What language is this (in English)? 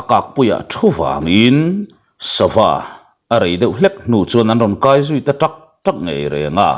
Mizo